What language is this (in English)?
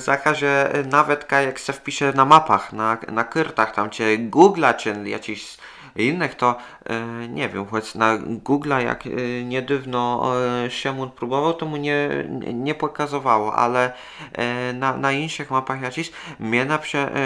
Kashubian